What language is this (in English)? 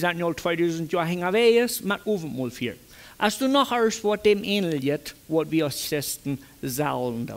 Plautdietsch